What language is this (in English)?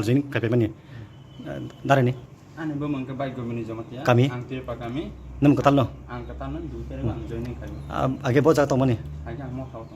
Kok Borok